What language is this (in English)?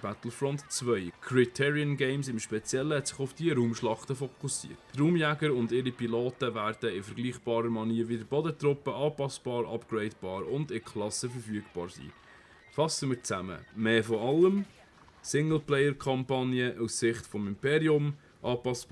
Swiss German